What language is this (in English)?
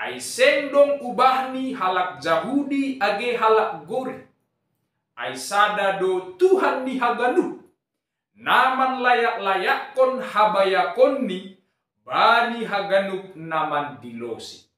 Batak Simalungun